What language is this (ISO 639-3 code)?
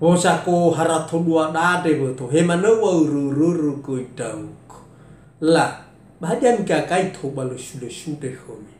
nia